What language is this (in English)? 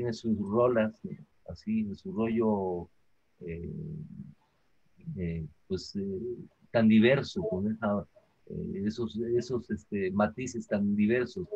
Spanish